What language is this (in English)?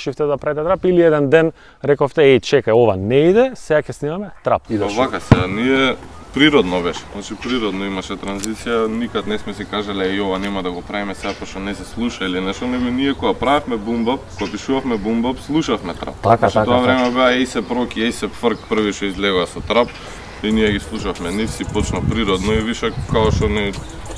Macedonian